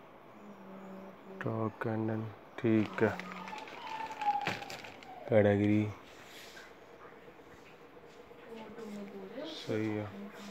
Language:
Punjabi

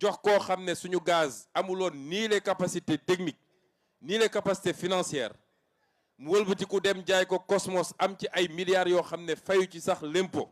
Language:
Wolof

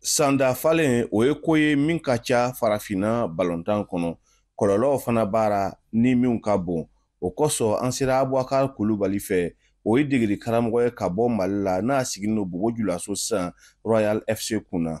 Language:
Bambara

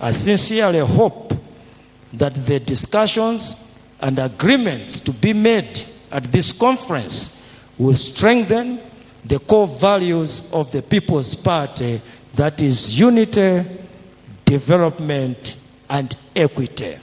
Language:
Nyanja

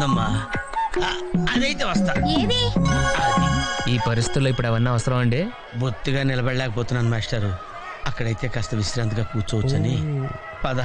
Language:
Telugu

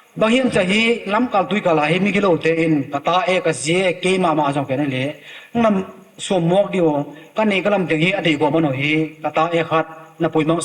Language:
Tedim Chin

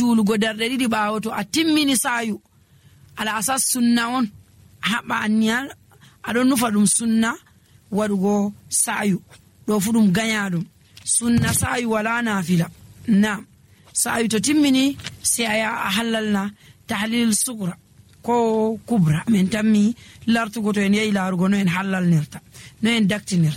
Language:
Nigerian Fulfulde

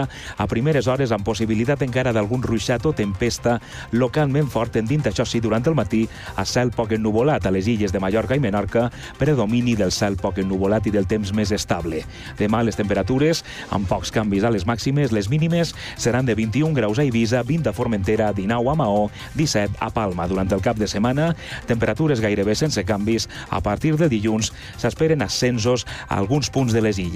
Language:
Catalan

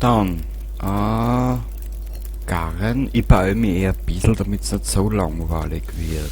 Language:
Bavarian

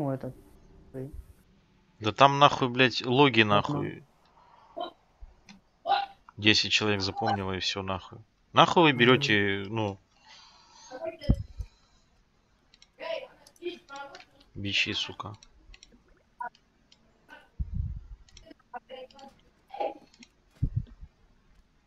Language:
Russian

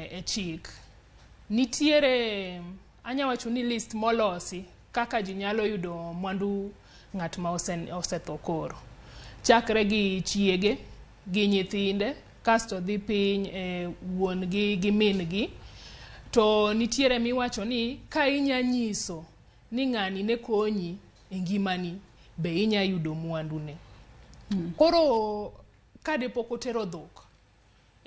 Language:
Luo (Kenya and Tanzania)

